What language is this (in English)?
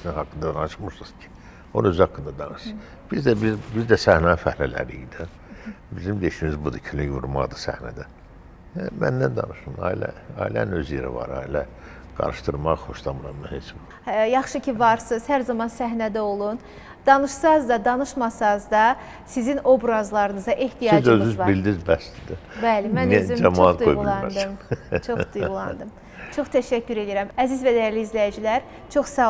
Azerbaijani